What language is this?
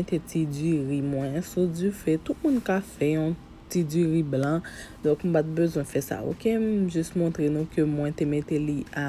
Haitian Creole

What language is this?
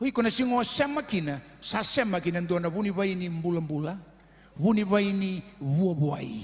Fijian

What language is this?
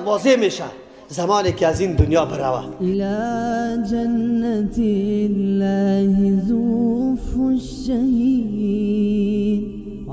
Persian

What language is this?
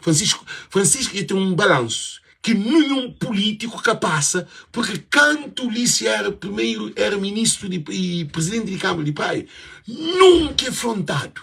Kabuverdianu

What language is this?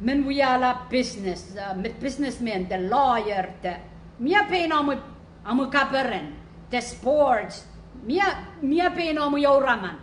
Pohnpeian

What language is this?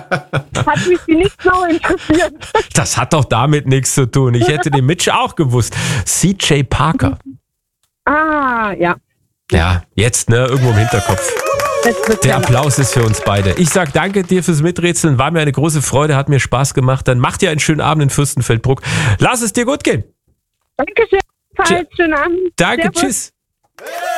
German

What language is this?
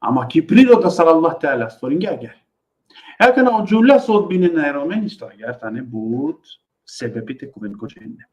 Balkan Romani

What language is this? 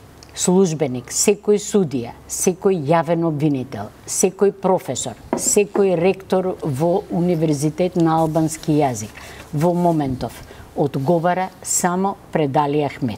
Macedonian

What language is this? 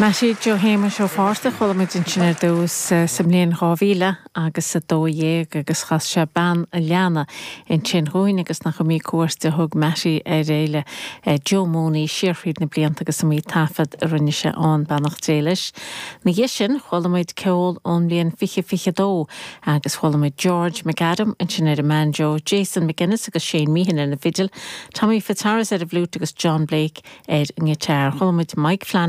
Irish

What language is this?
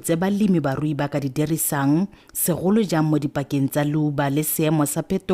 Tswana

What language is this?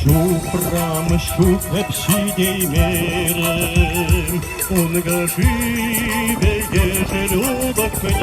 Chuvash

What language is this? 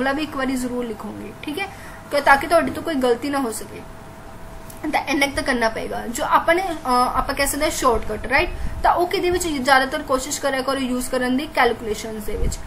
Punjabi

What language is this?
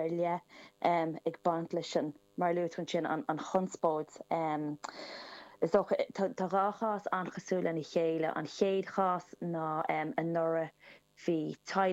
Irish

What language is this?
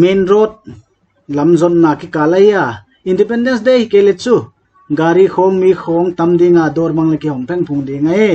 Paite Chin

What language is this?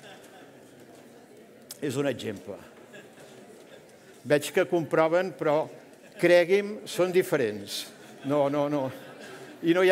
Catalan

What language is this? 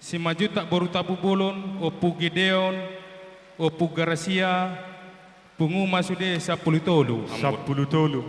Batak Toba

